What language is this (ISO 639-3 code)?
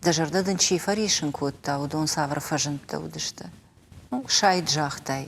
oss